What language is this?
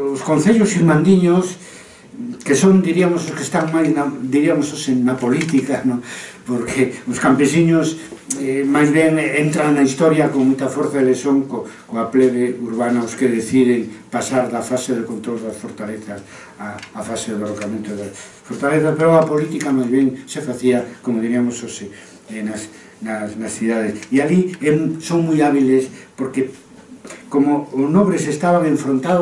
Galician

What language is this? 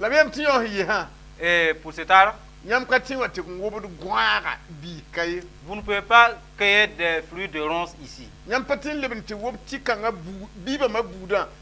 Mossi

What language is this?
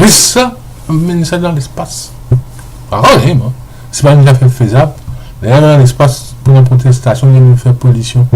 Morisyen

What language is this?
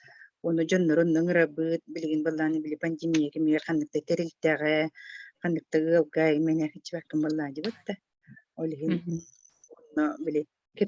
Yakut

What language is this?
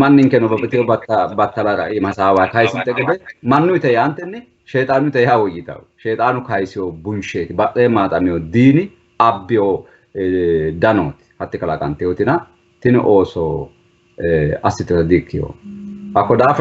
Sidamo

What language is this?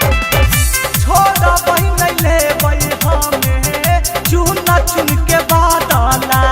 Magahi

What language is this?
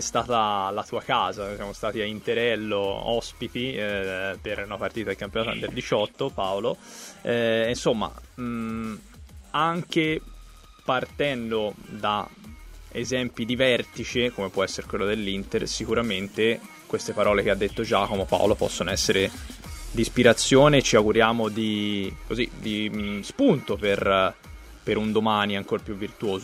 Italian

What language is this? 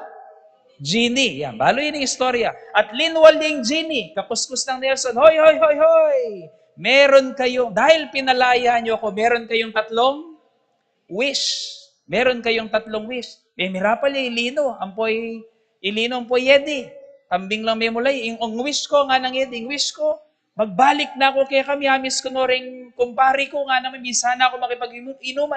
Pampanga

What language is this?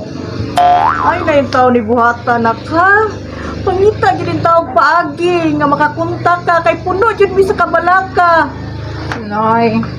Cebuano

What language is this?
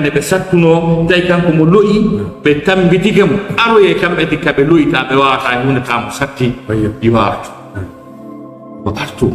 Fula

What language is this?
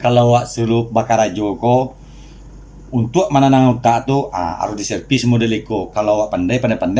Minangkabau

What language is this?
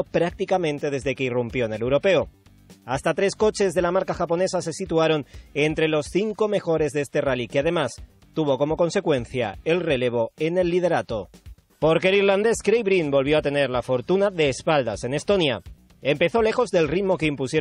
Spanish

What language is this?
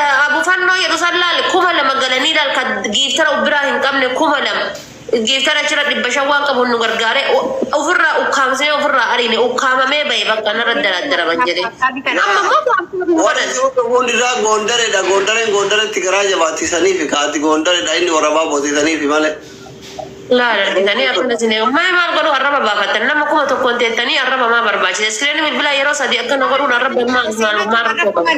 Oromo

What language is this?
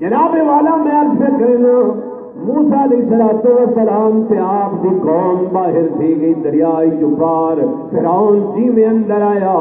Saraiki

